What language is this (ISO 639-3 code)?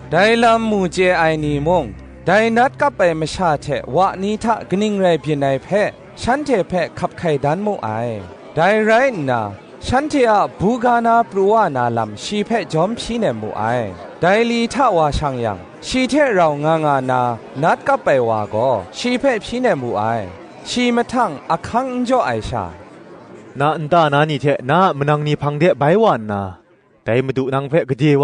kac